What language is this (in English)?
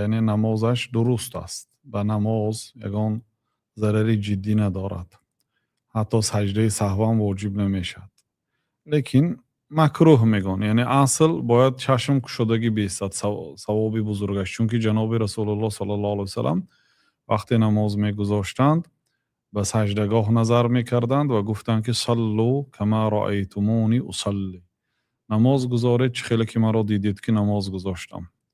Tajik